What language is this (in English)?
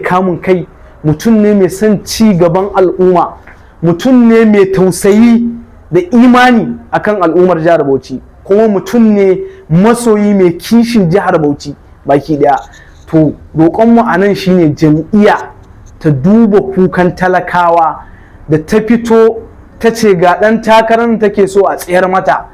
Hausa